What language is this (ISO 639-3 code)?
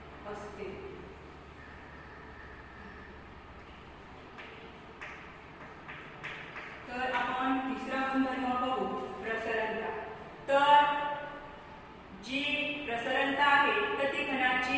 mar